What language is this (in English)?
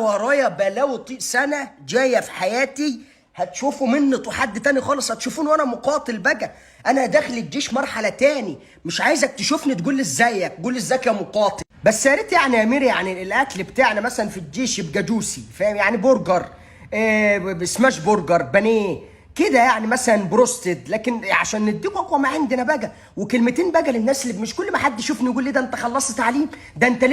Egyptian Arabic